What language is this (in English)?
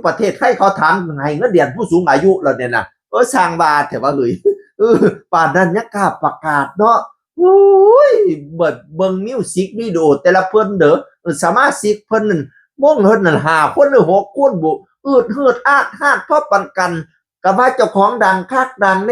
Northeastern Thai